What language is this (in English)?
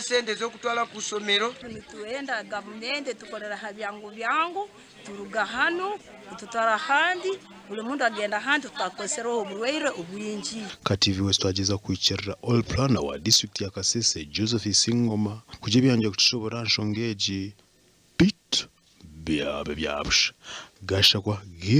Nyankole